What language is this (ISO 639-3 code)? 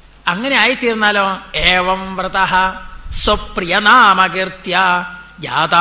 mal